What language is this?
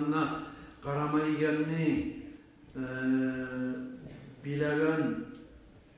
Kumyk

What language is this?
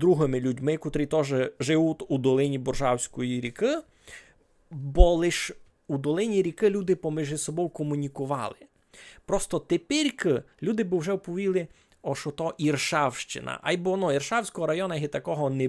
Rusyn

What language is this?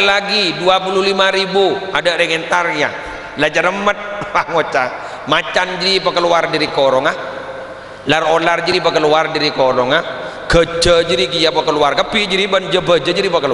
Madurese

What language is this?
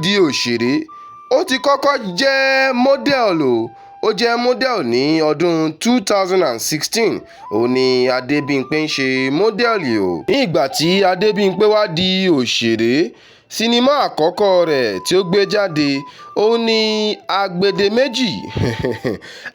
Yoruba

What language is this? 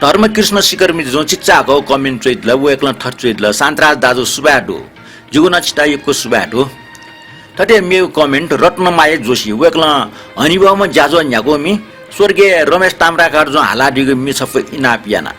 Newari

